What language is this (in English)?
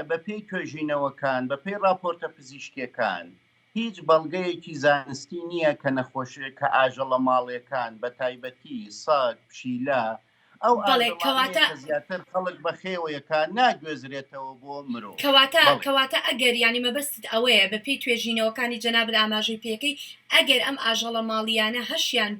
Central Kurdish